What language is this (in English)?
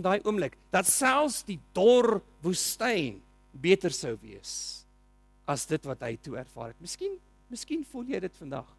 Afrikaans